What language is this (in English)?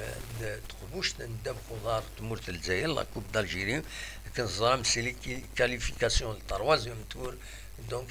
Kabyle